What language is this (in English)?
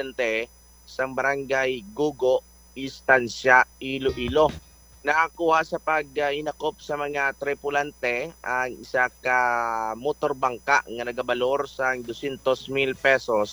Hiligaynon